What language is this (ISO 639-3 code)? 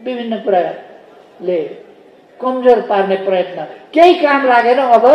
nep